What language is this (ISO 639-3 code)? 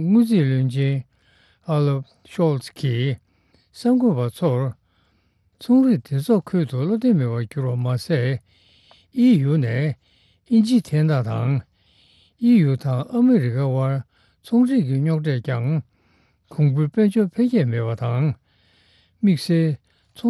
bod